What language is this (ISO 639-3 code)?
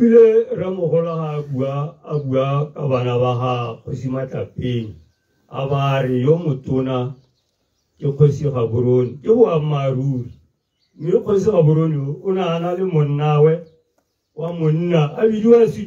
tsn